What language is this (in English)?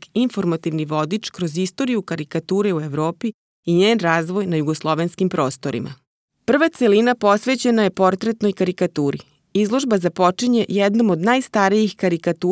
Serbian